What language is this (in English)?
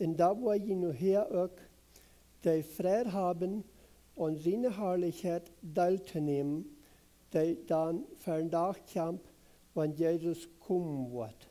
Plautdietsch